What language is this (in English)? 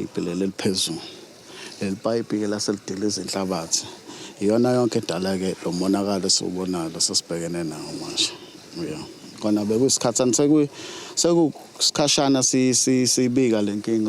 Zulu